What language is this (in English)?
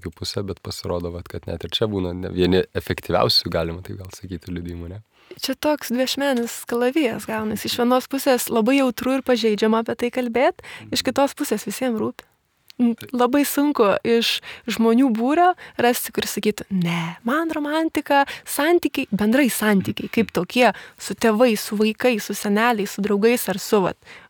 Lithuanian